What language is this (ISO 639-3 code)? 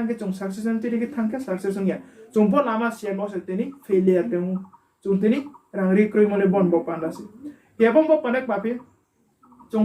ria